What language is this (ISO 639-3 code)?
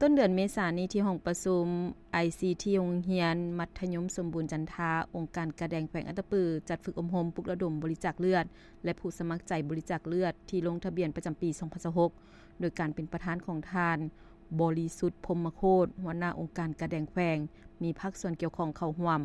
lao